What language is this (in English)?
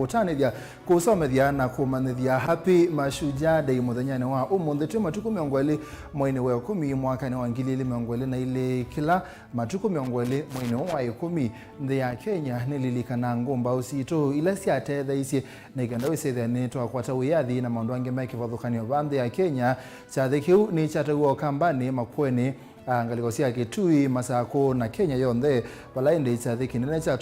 Kamba